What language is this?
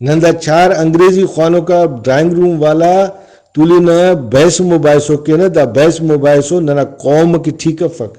Brahui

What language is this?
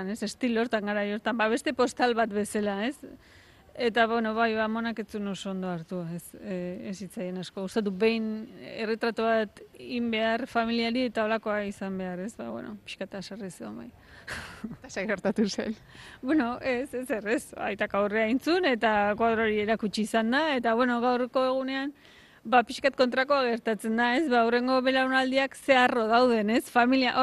Basque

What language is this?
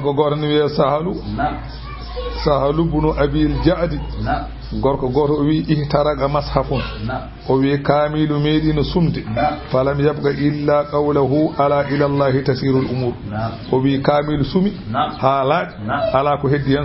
Fula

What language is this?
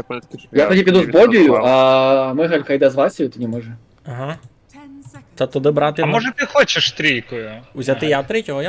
Rusyn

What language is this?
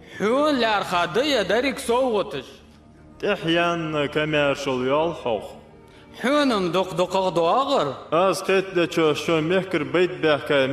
Ingush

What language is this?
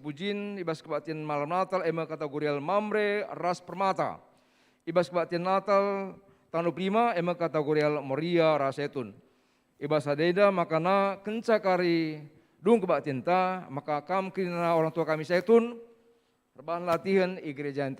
Batak Karo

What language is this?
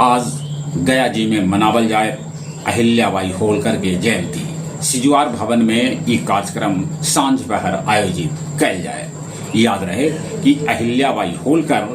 Magahi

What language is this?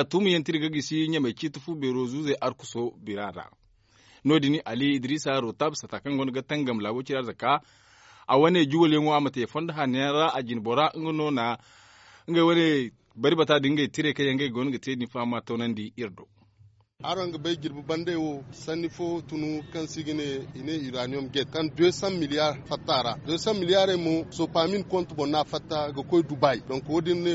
Zarma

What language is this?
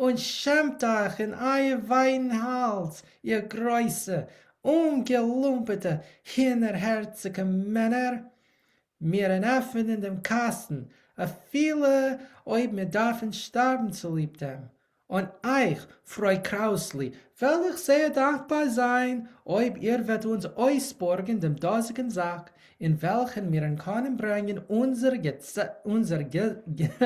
Yiddish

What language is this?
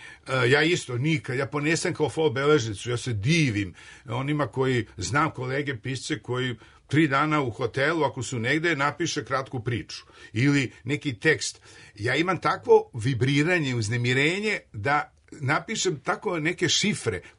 Serbian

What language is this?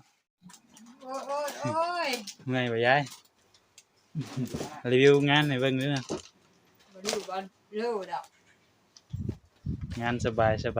Lao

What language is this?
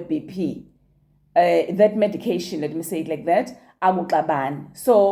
Zulu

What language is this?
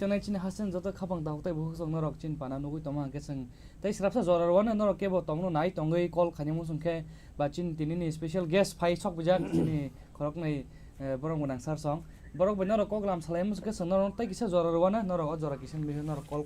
Kok Borok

